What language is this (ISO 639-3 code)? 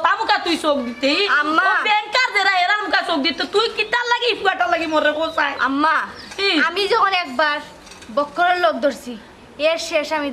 syl